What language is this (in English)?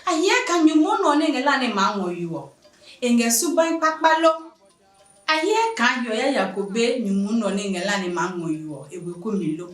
Adangme